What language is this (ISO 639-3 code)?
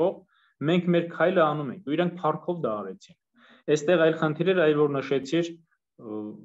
hye